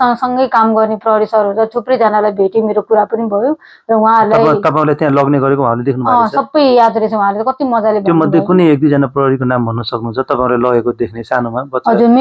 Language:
Nepali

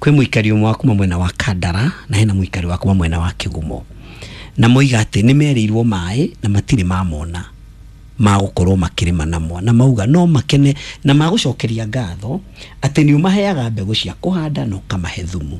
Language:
Kikuyu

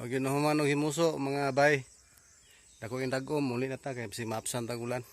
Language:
Cebuano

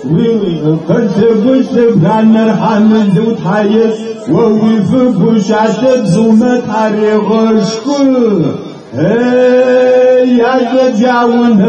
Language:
Kabardian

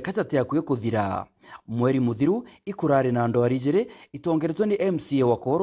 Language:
Meru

